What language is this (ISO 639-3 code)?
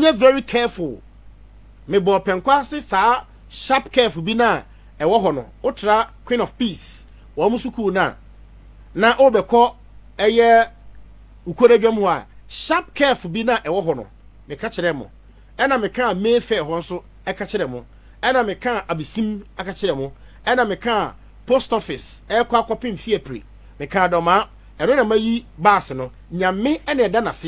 aka